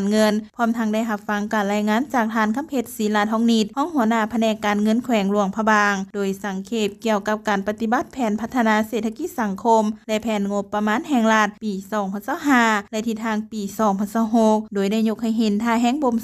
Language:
Lao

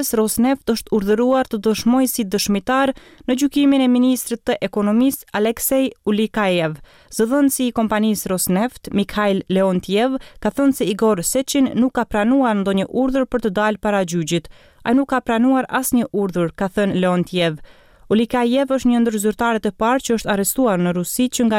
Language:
Albanian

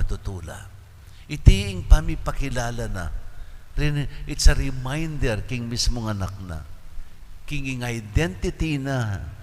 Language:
Pampanga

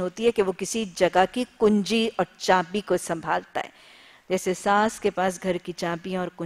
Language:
Urdu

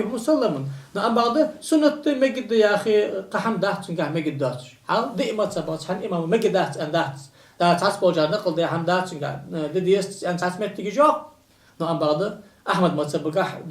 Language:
Ingush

